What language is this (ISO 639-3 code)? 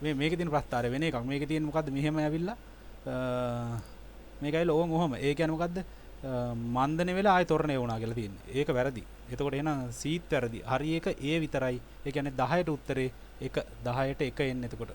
sin